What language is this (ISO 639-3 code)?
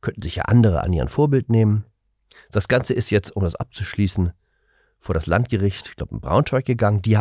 deu